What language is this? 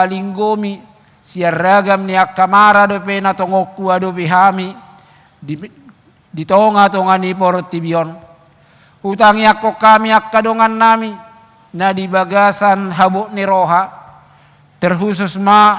Batak Toba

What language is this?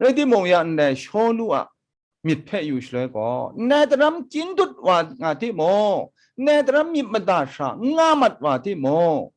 Kachin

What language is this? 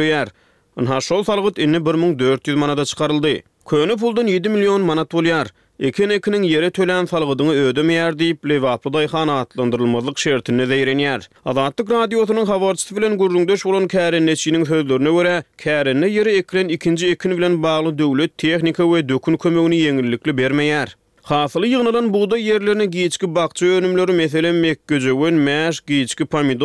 Turkmen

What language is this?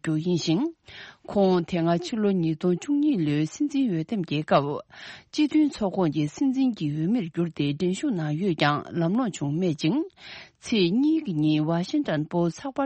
Tibetan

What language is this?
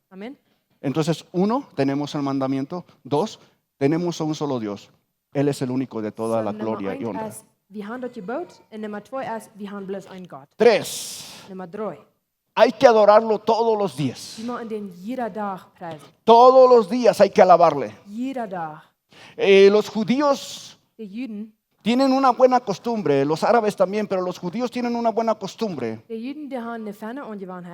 Plautdietsch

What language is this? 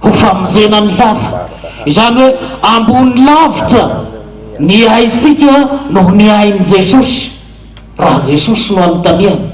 Malagasy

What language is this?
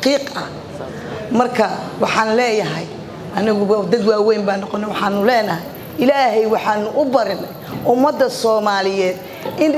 Somali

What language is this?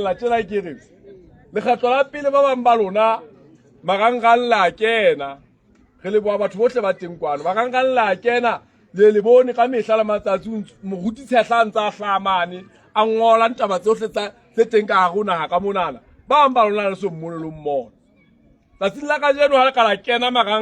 Southern Sotho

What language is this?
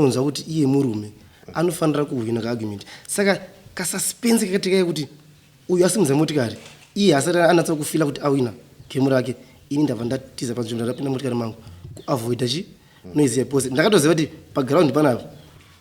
Shona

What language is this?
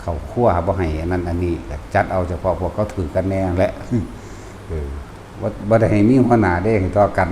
Northeastern Thai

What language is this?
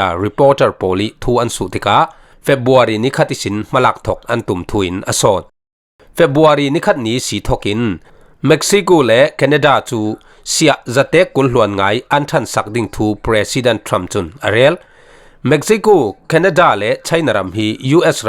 Falam Chin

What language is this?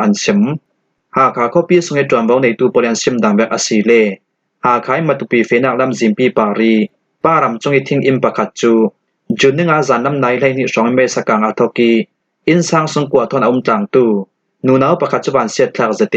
Falam Chin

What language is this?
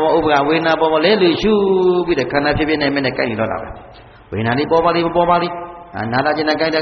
Burmese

